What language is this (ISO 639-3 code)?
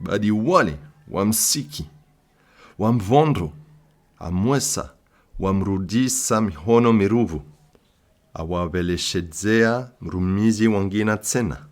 swb